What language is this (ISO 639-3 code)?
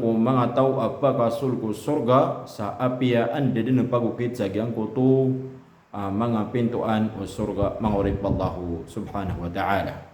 mrw